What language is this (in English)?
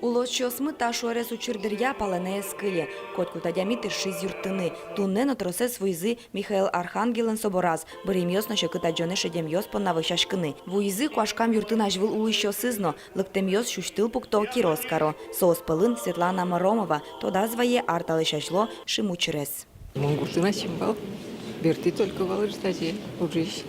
Udmurt